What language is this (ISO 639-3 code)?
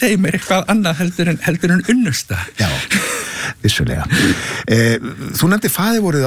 isl